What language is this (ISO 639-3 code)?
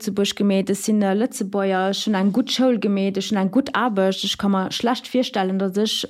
ltz